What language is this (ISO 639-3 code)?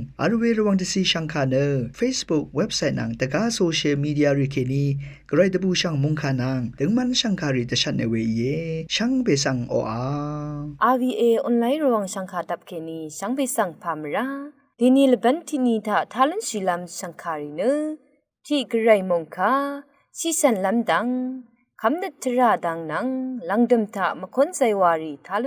raw